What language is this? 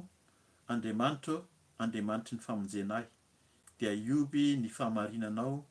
Malagasy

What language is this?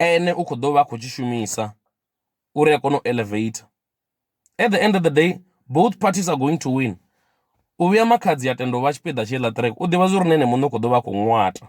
Venda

